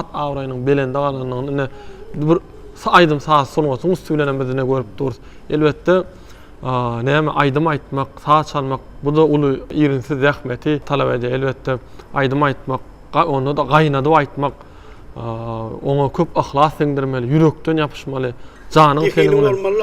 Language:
Turkmen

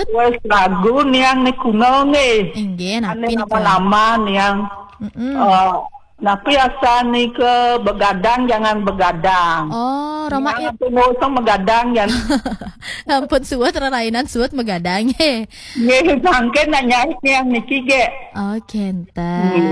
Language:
Balinese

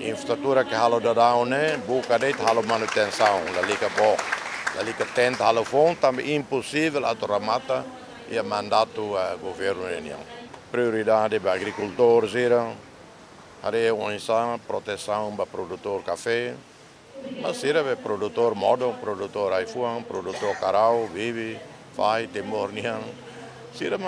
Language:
Tetum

